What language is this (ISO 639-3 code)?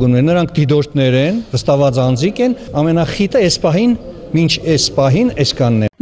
hye